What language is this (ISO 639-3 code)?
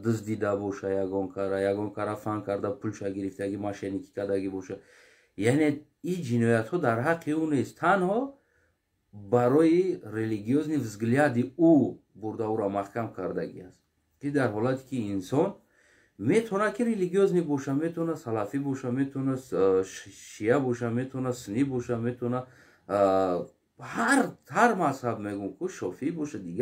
tgk